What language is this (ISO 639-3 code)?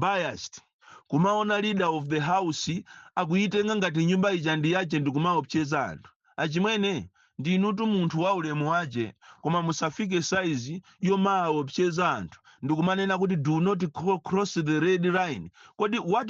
nya